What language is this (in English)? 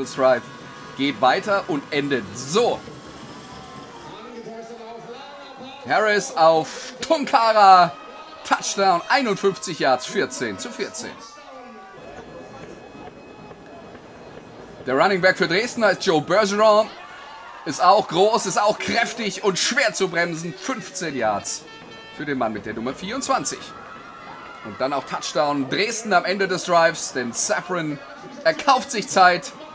German